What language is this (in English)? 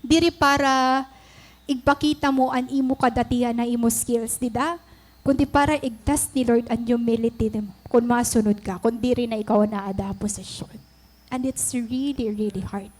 Waray